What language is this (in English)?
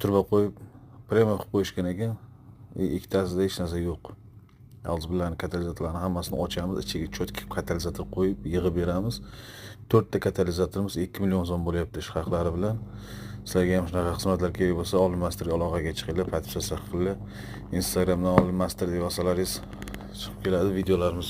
Uzbek